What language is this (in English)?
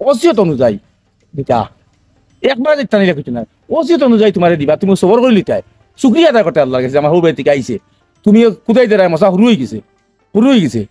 Sylheti